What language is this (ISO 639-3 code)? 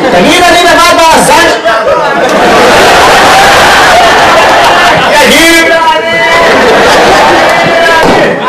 heb